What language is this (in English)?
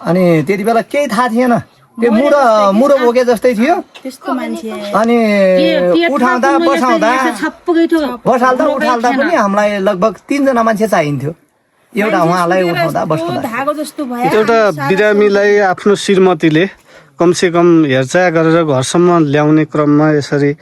Nepali